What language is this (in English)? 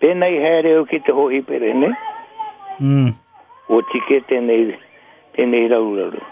Māori